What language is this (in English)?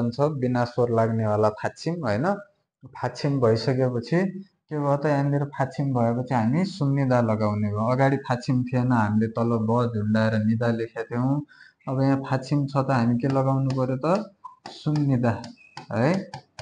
Nepali